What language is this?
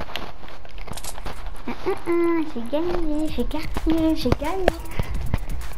French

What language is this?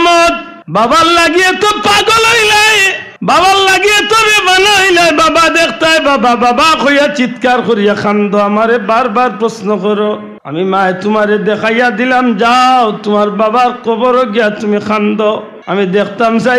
Sylheti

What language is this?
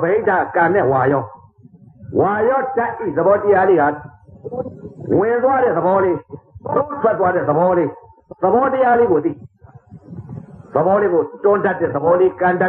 Burmese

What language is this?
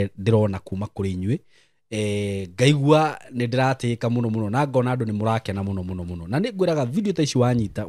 Kikuyu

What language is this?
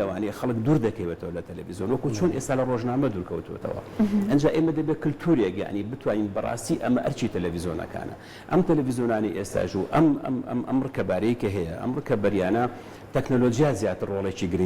Central Kurdish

